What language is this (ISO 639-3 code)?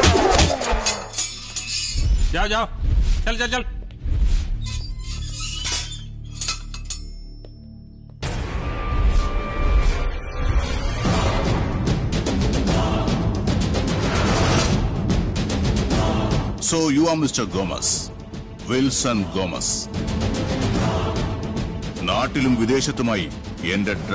mal